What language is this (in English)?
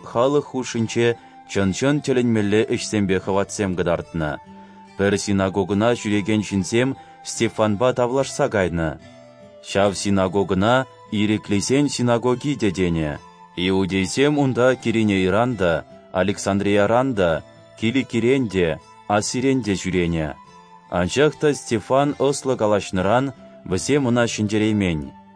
Chuvash